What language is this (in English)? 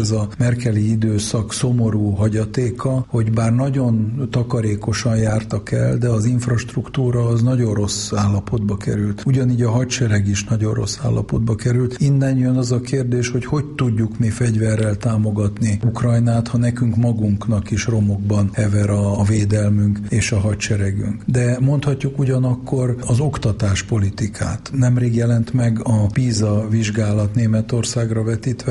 Hungarian